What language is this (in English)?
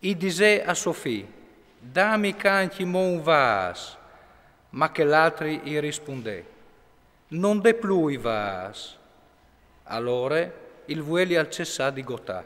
Friulian